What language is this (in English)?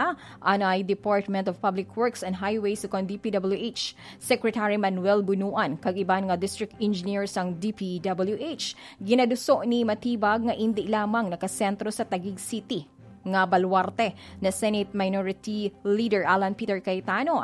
Hiligaynon